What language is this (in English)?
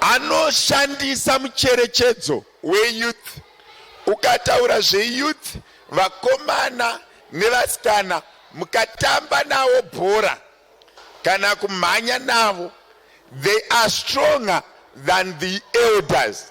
Shona